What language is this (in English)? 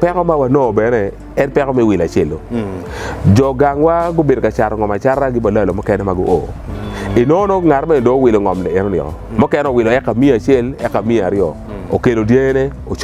Acoli